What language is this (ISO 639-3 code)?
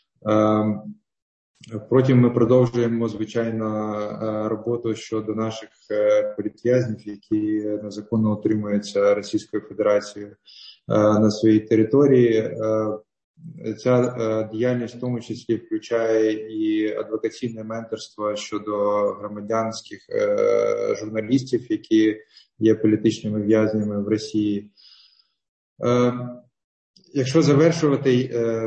ukr